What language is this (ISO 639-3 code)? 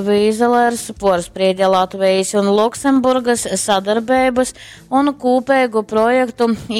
ltg